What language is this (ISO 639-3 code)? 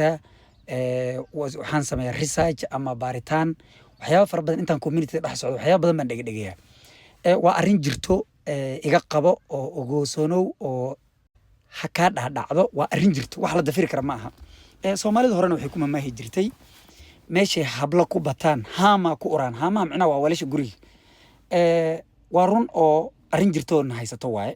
som